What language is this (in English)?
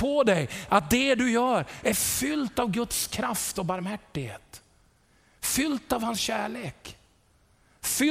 Swedish